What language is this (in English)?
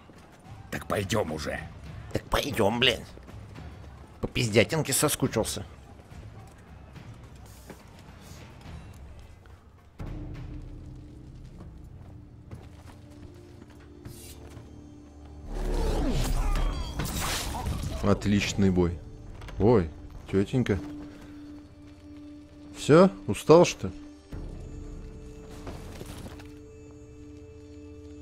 Russian